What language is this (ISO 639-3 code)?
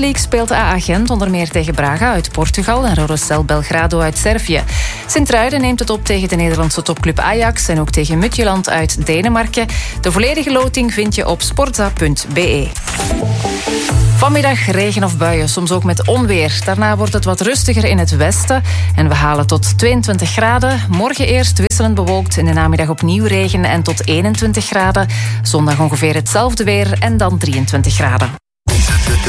nld